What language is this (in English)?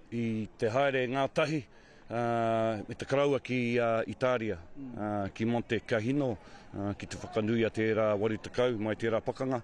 Māori